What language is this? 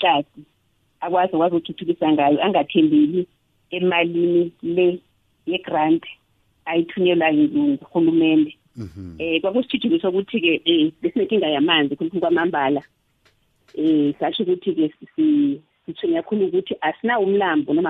South Ndebele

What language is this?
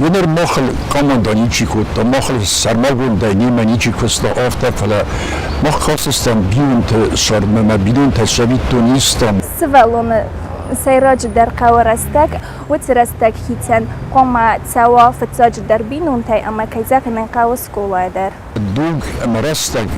Ossetic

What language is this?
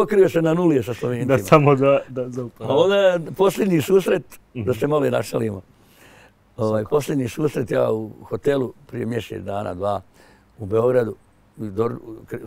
Bosnian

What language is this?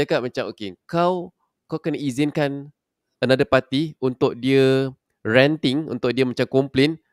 Malay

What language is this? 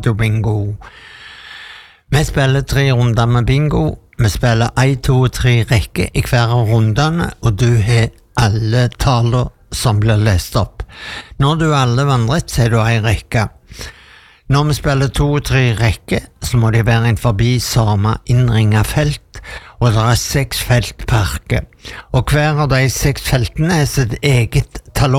Norwegian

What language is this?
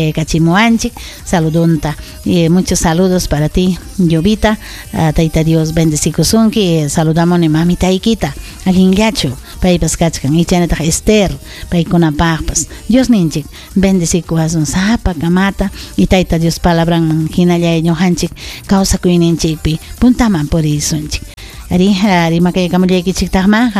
Ayacucho Quechua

